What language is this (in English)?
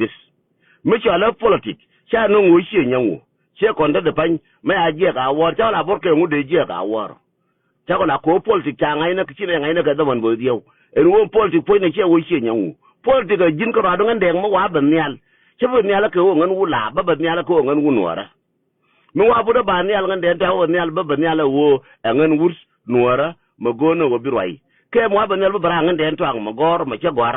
Nuer